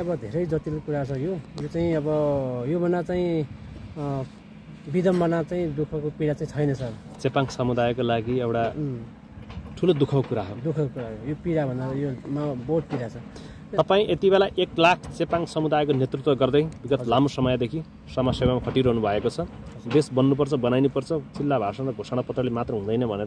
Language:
Nepali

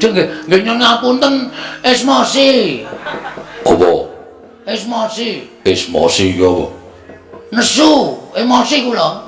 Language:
Javanese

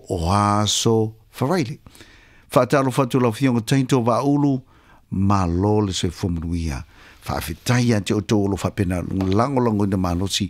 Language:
Samoan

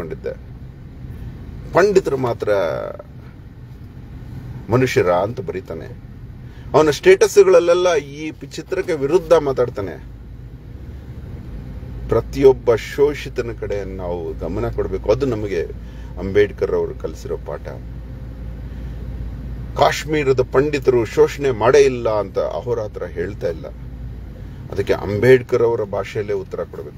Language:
Kannada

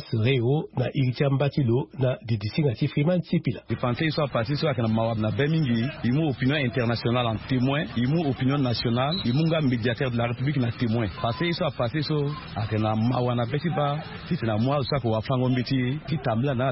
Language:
Sango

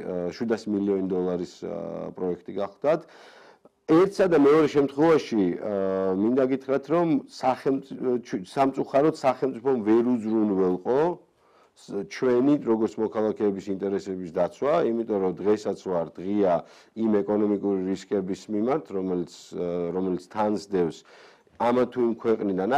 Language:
Georgian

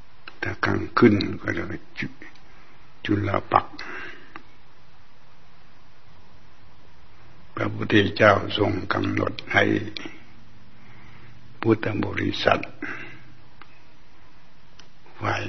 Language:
Thai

